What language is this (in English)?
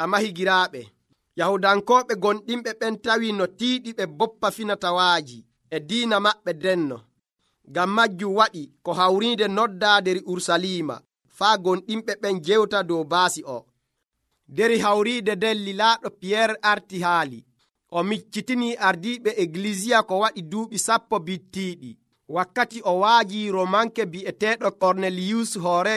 Nigerian Fulfulde